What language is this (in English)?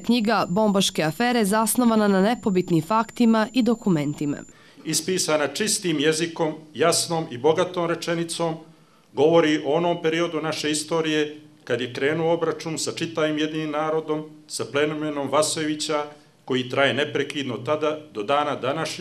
Bosnian